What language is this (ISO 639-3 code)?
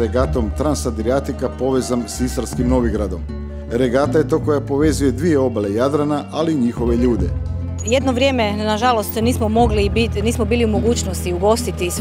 hrv